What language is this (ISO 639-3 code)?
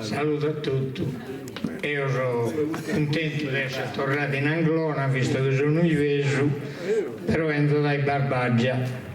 srd